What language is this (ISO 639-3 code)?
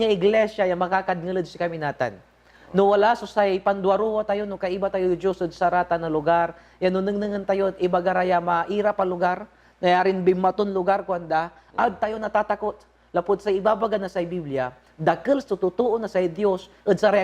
pag